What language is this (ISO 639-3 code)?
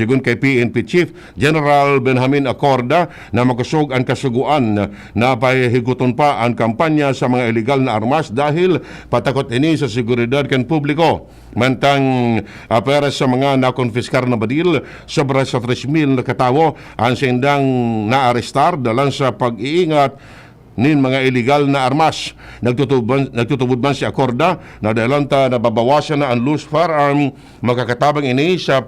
bik